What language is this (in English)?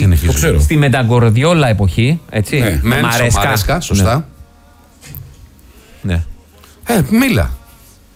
Greek